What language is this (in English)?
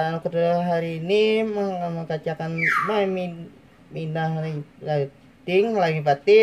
Banjar